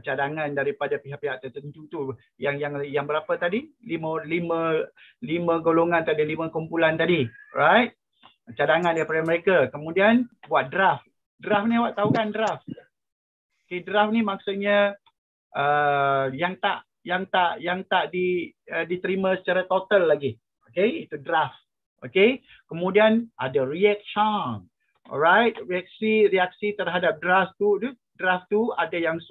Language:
Malay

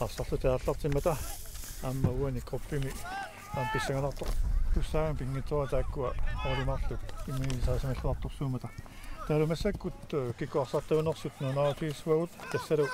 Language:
Kalaallisut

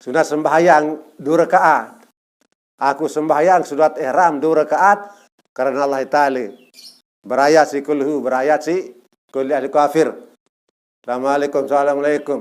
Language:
Sasak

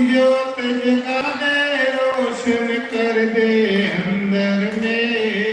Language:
Dogri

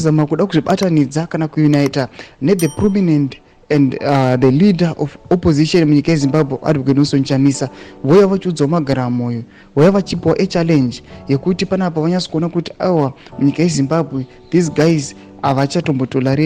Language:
Shona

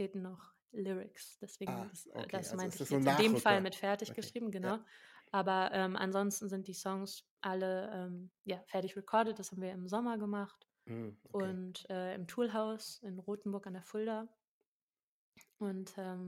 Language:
German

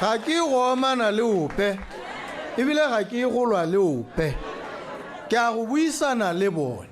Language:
Tswana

